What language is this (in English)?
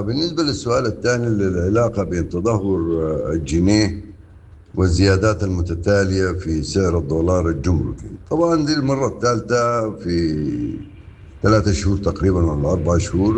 Sudanese Arabic